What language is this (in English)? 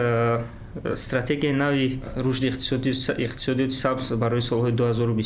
Tajik